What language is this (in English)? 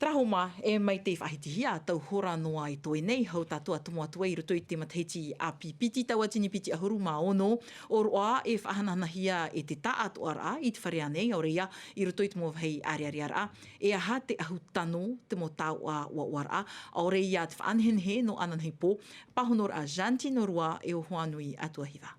Tahitian